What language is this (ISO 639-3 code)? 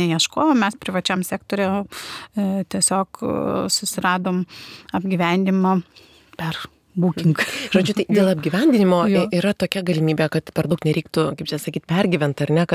lit